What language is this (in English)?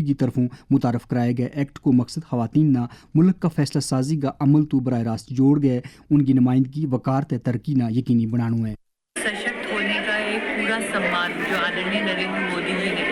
Gujari